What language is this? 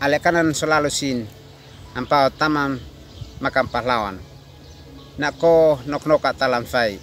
Uab Meto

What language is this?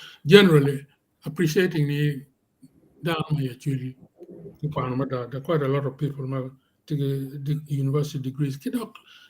Acoli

